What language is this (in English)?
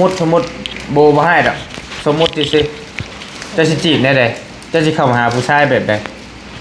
Northeastern Thai